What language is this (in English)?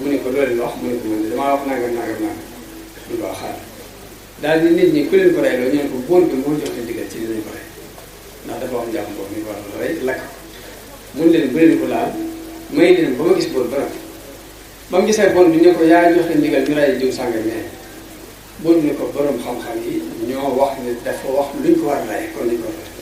Wolof